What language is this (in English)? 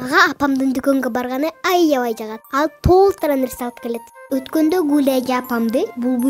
Kyrgyz